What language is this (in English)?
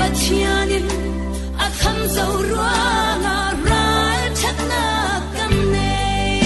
Falam Chin